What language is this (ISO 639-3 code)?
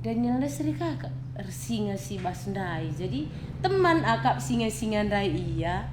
btx